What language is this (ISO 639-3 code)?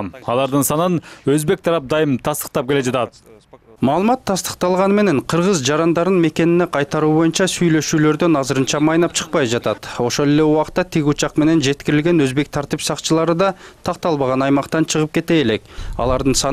kir